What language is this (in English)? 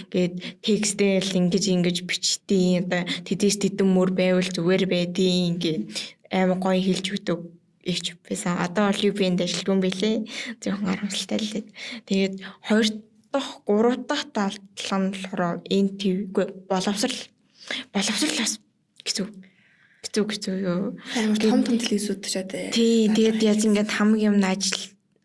Mongolian